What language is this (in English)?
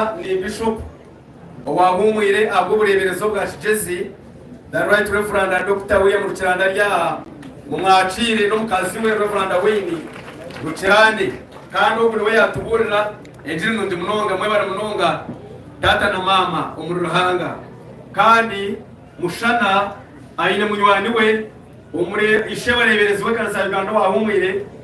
Nyankole